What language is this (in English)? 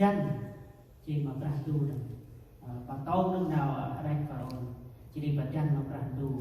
Central Mnong